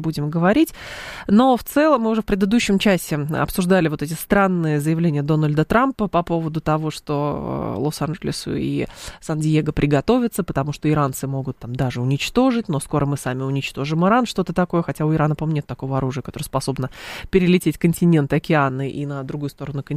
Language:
Russian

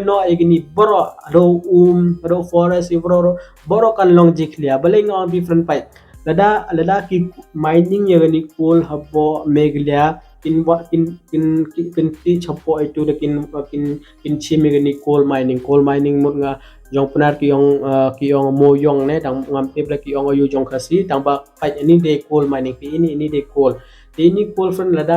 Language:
Khasi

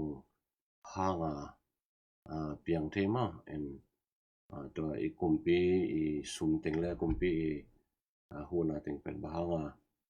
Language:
Tedim Chin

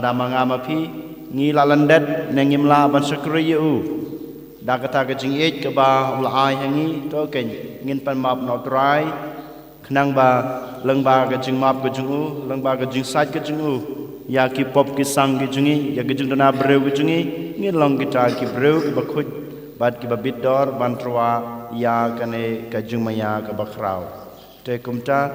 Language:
Khasi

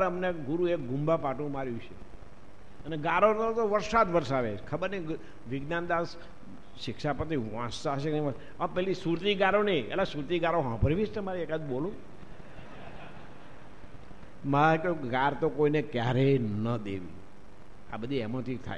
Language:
Gujarati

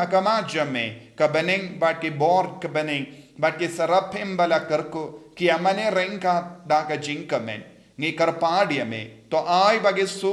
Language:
Khasi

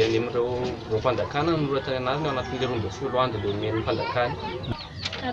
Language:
Malagasy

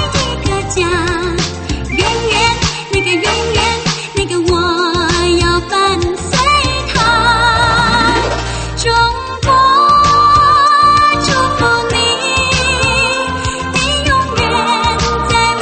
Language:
Chinese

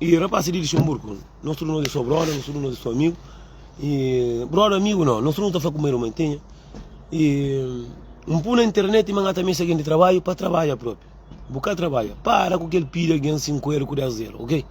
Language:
Kabuverdianu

